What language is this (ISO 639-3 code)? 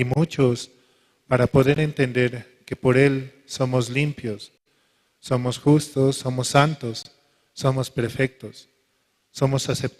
aym